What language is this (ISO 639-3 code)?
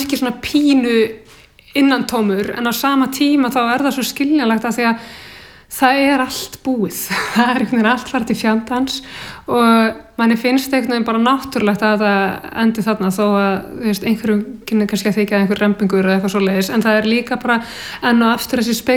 isl